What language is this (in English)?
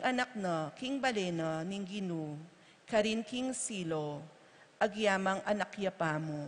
Pampanga